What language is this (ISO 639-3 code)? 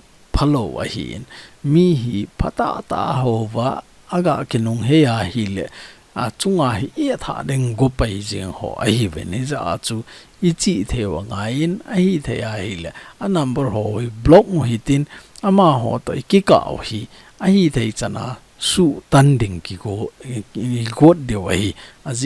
tcz